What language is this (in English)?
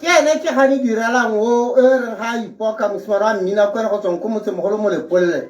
Tswana